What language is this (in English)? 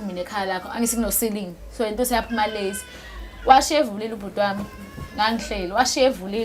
Zulu